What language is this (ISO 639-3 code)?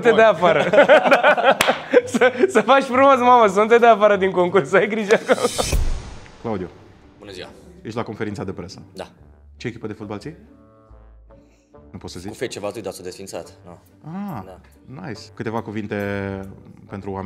ron